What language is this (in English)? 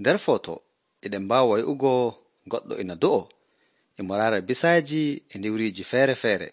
Nigerian Fulfulde